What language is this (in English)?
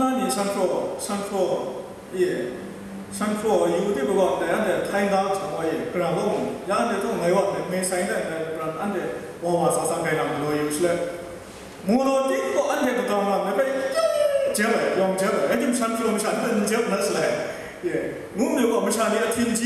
Kachin